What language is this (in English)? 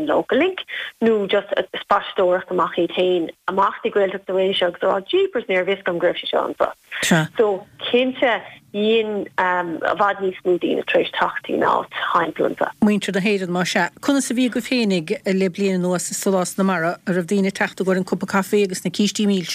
Irish